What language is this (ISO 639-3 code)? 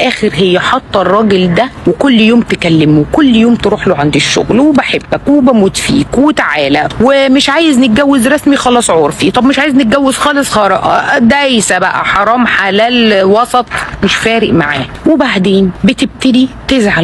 arz